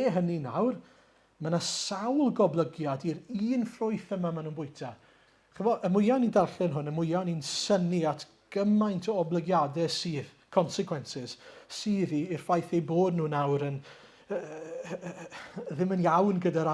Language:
Welsh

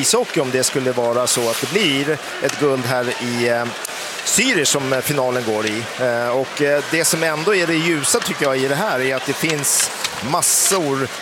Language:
Swedish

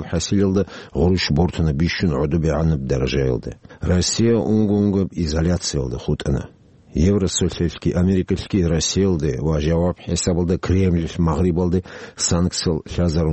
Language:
Avaric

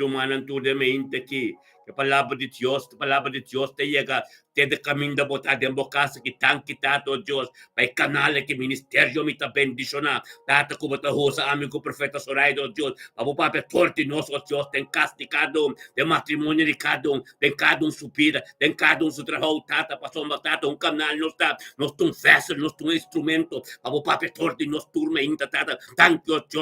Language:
Papiamento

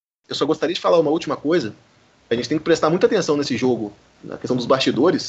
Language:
Portuguese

